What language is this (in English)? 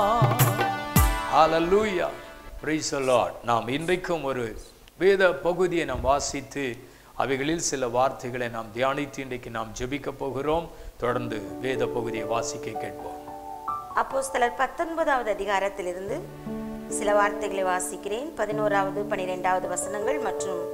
Tamil